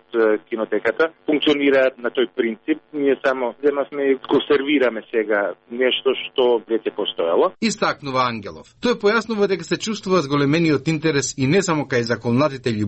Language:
Macedonian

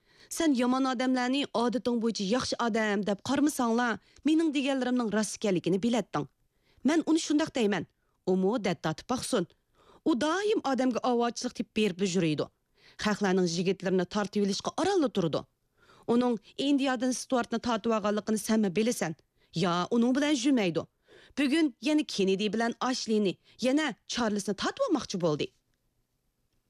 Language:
Uyghur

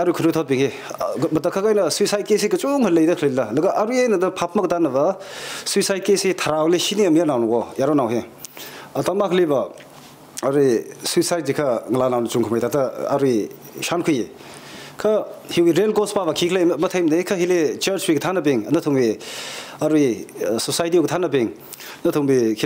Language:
Tangkhul Naga (India)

